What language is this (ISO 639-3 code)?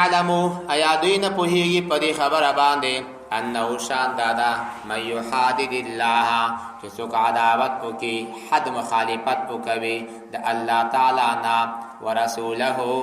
pus